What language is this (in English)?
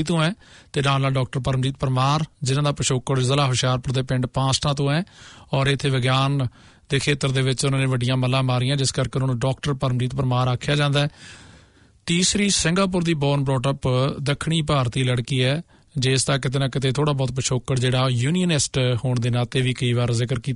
Punjabi